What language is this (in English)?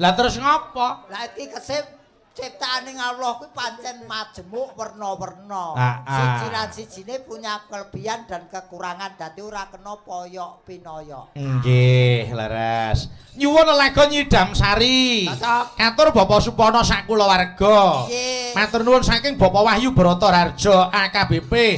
Javanese